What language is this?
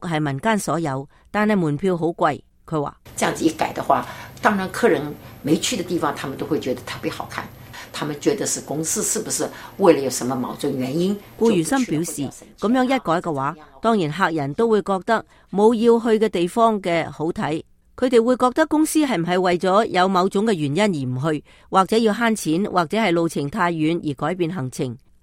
Cantonese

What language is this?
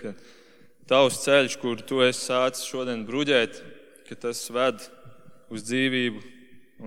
Latvian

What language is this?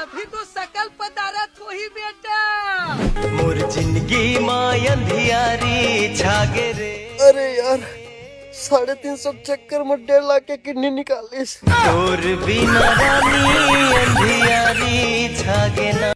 Chhattisgarhi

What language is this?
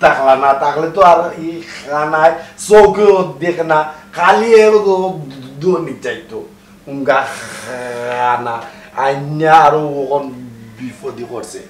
Sylheti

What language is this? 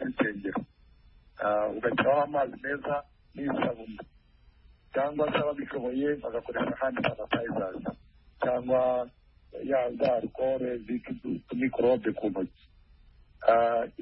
Kinyarwanda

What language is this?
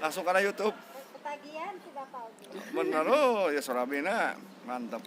Sundanese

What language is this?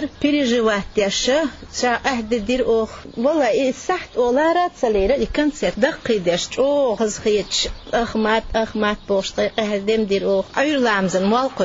Chechen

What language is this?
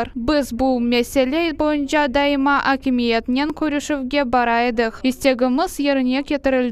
Crimean Tatar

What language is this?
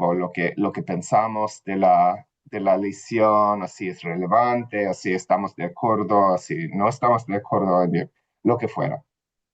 Ladino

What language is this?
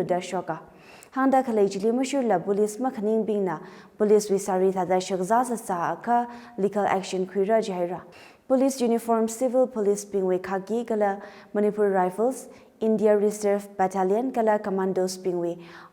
Tangkhul Naga (India)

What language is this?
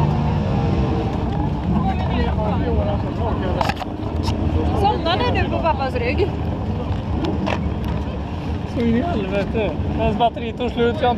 Swedish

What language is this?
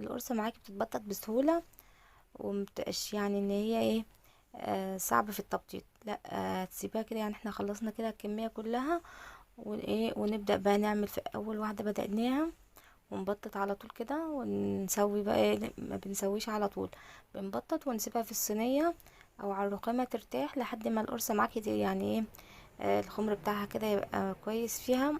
Egyptian Arabic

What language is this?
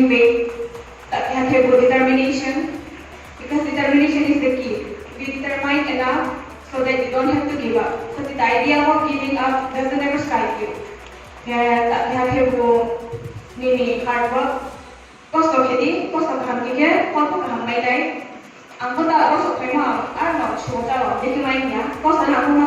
Riang (India)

